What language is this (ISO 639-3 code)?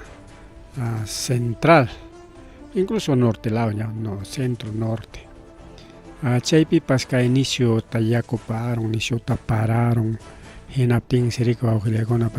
quy